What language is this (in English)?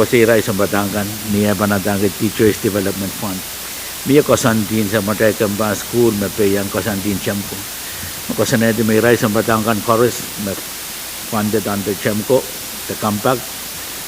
Pohnpeian